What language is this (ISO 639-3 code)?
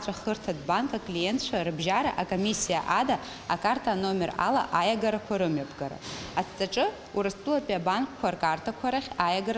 abk